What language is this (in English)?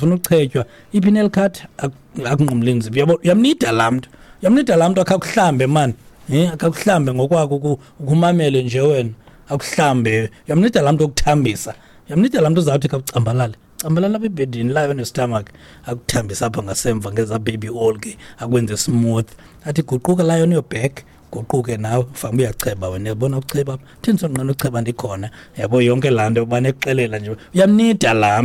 Xhosa